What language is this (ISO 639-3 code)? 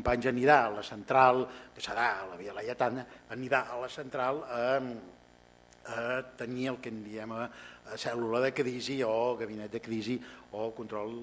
cat